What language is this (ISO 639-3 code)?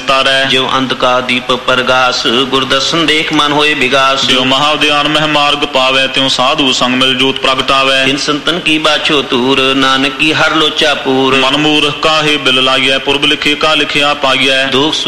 pan